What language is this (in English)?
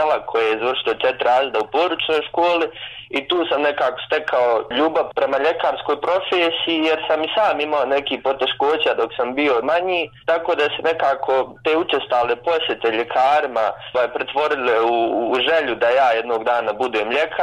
Bosnian